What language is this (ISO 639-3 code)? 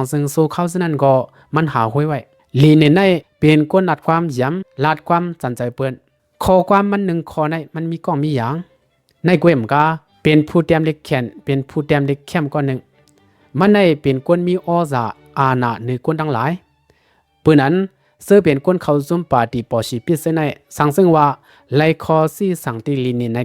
shn